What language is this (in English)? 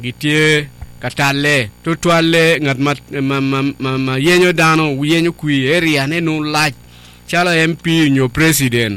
Acoli